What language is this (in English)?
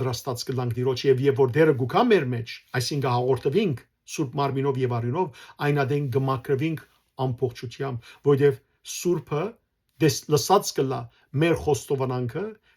Western Armenian